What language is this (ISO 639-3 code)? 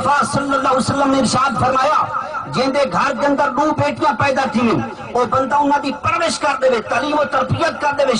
skr